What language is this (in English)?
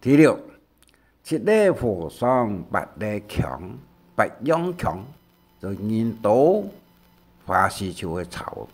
Hakka Chinese